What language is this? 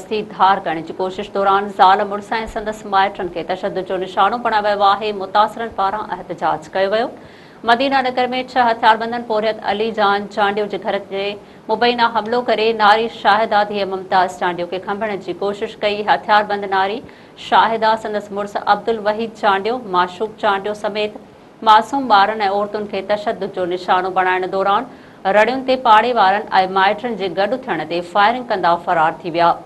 Sindhi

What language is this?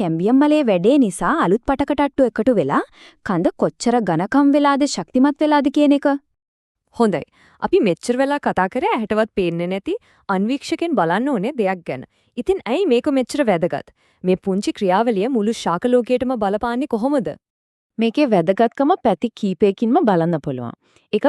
Sinhala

